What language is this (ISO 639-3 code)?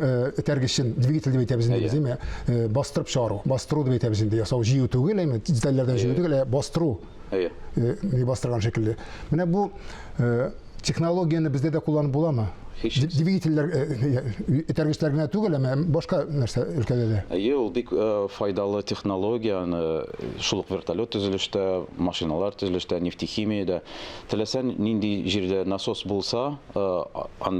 tat